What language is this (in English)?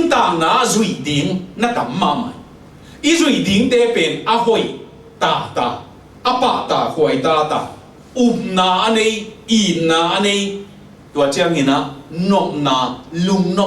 Tedim Chin